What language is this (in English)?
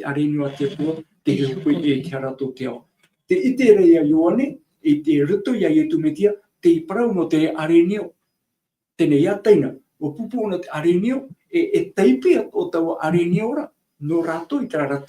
Tahitian